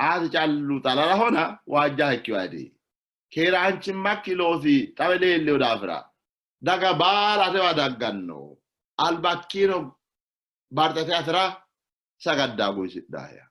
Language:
Sidamo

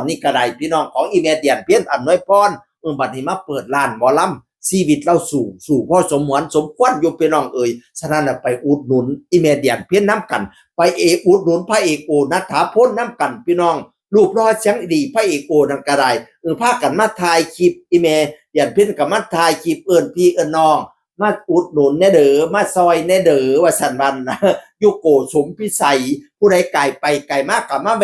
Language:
Northeastern Thai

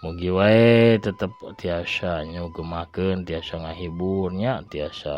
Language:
Sundanese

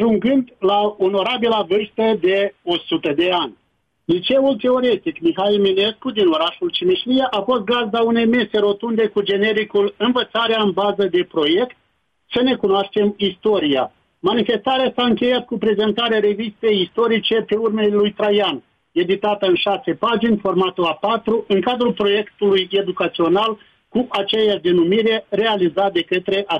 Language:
Romanian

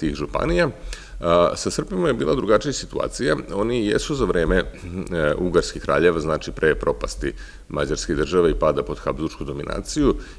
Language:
Serbian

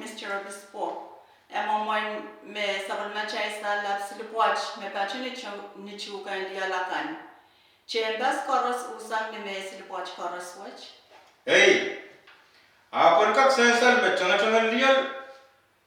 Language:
Pohnpeian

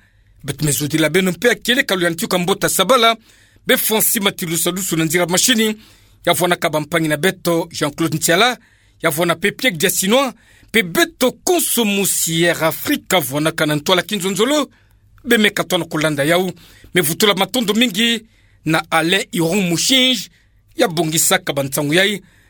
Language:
Kituba (Democratic Republic of Congo)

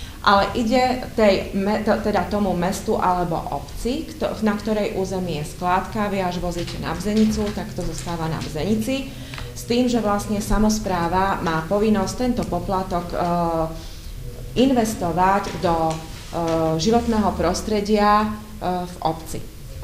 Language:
Slovak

